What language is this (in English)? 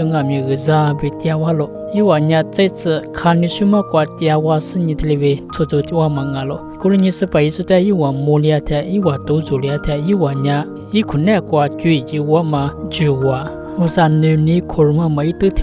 Lisu